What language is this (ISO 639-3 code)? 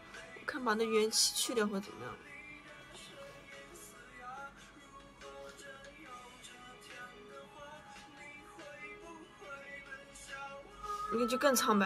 zho